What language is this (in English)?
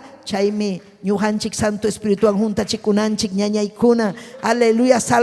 Ayacucho Quechua